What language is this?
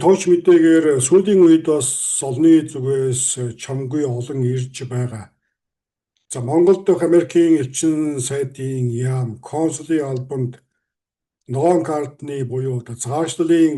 Mongolian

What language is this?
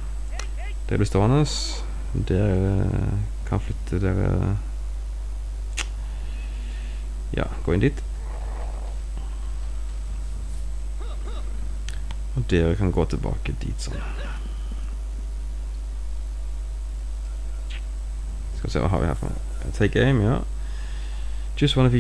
Norwegian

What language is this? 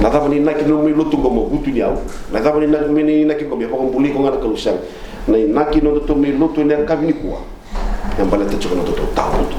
Fijian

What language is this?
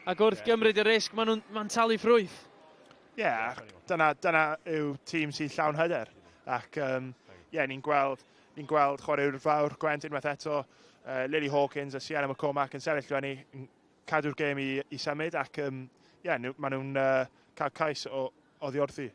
Welsh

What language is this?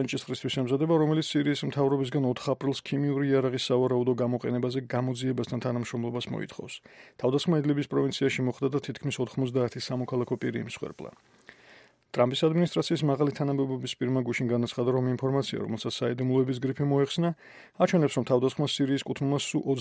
Georgian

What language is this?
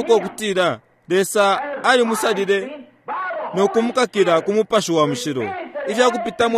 Bemba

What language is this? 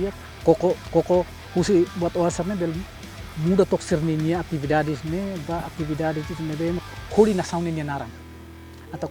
Tetum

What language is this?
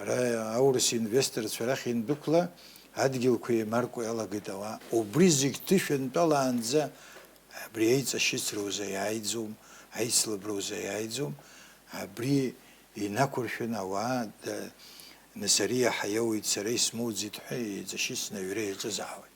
Abkhazian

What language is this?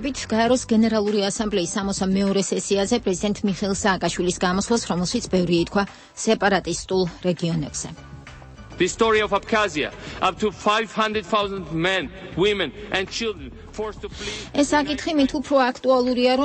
Georgian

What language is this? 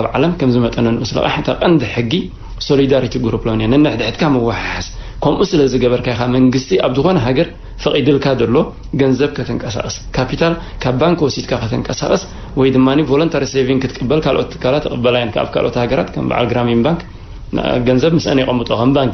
Tigrinya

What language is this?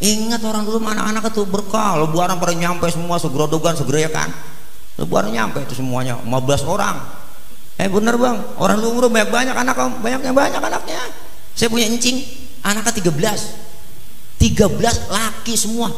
Betawi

